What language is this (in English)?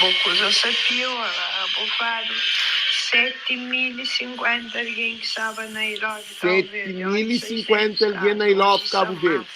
Kabuverdianu